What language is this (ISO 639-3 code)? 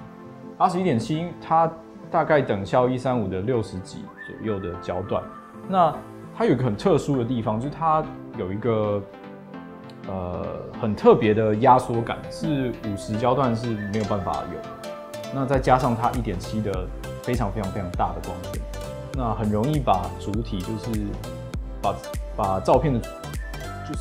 zho